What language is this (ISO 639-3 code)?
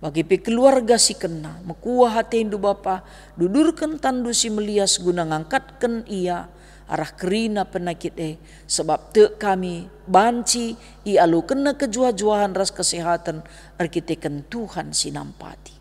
btx